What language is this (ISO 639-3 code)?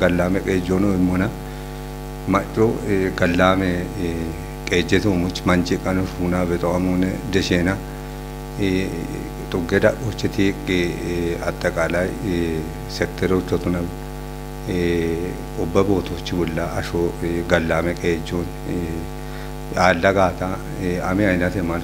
kbr